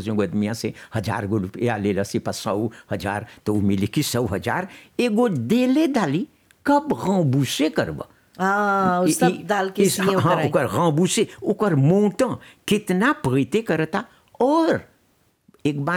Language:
Bhojpuri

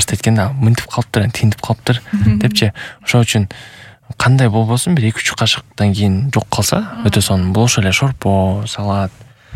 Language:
Kyrgyz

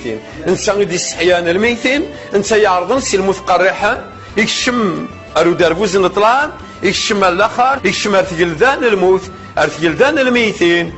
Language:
Kabyle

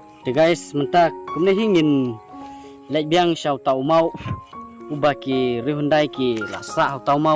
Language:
Khasi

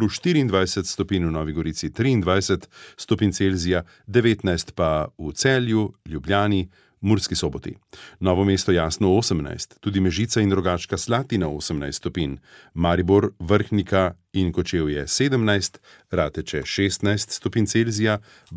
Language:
Slovenian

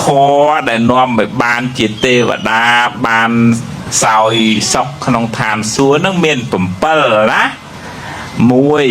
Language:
Khmer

